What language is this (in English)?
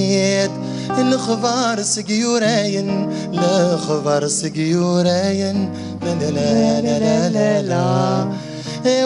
Kabyle